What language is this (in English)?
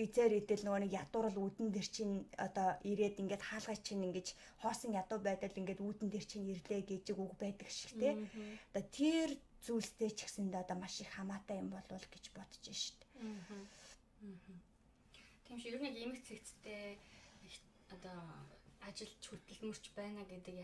Mongolian